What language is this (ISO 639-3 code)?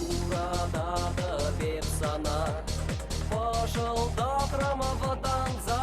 chv